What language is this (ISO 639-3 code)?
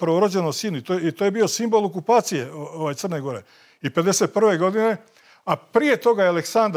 srp